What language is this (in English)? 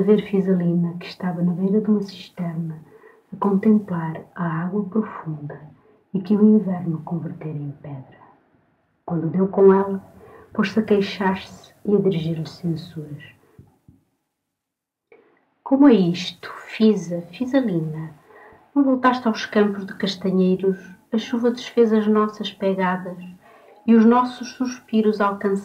Portuguese